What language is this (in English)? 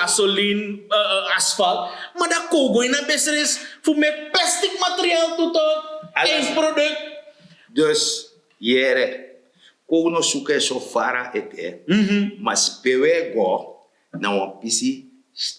Sranan Tongo